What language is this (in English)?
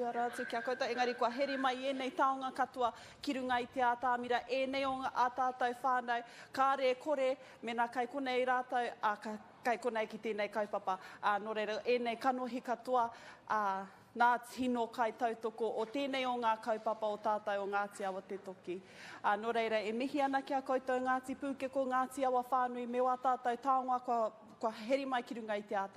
Māori